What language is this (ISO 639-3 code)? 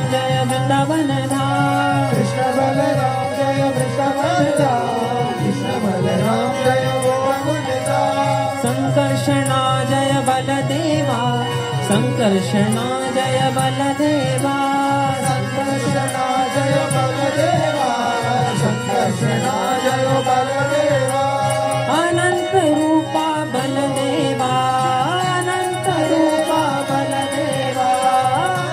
hin